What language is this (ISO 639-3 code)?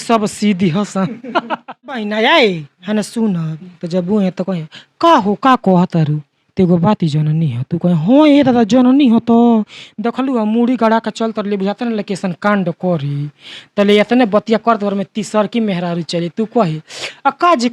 bho